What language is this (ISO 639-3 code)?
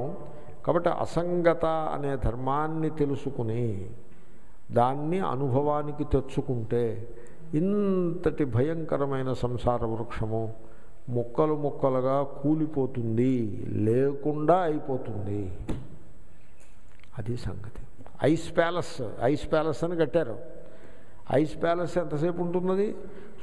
tel